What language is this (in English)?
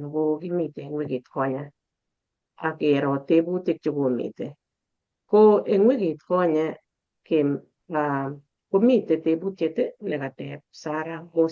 Kalenjin